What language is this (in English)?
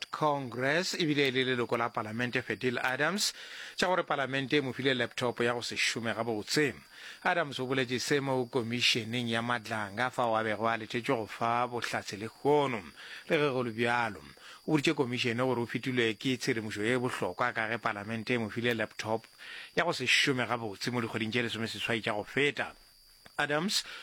Northern Sotho